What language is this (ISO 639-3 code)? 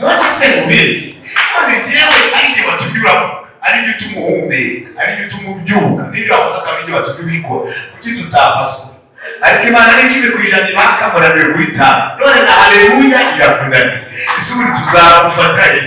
kin